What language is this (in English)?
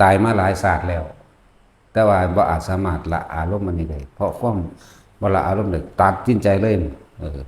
Northeastern Thai